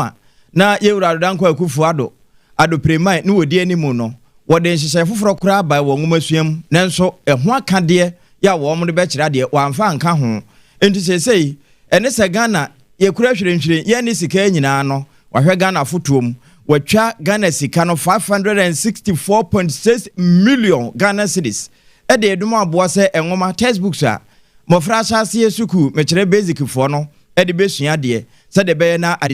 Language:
Akan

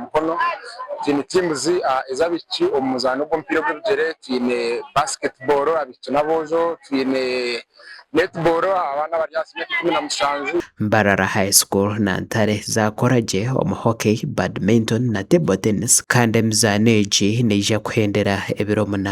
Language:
Nyankole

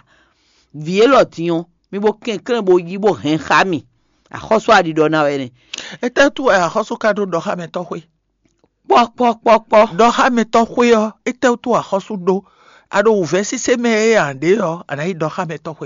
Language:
Fon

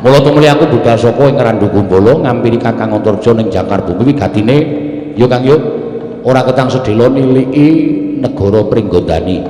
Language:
Javanese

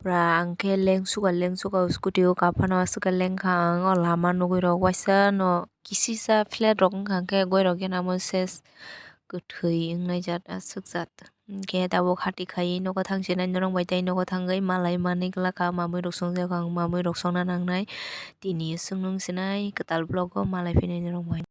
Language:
Kok Borok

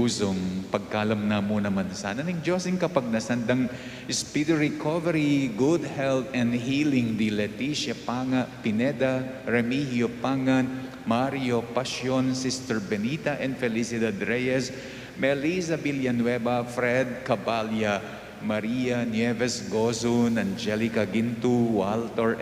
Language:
Pampanga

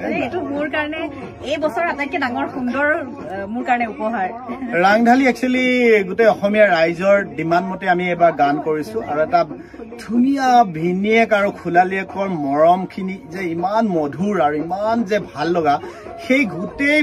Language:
Assamese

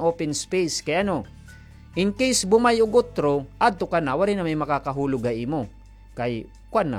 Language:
Waray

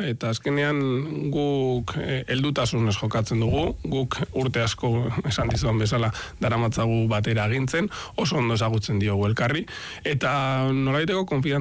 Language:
Basque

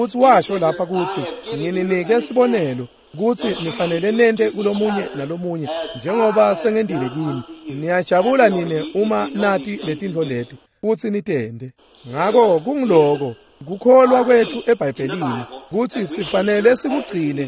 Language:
Swati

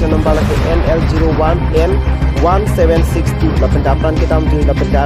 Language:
Karbi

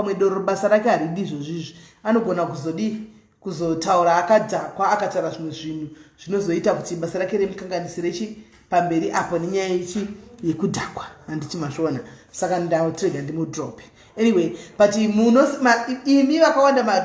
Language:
Shona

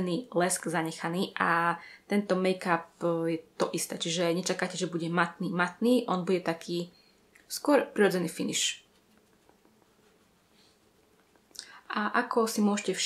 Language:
Slovak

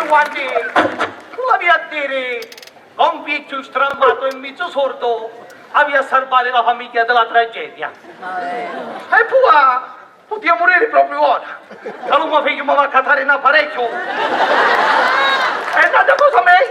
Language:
Sicilian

